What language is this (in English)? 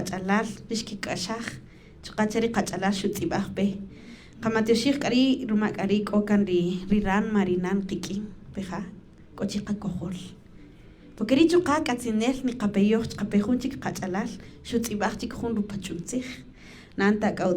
Kaqchikel